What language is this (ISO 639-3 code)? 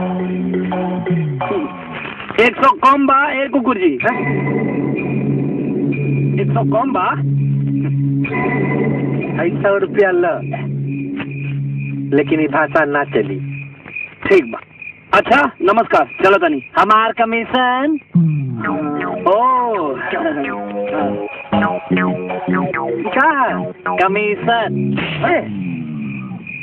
bho